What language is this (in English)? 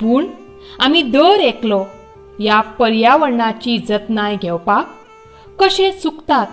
Konkani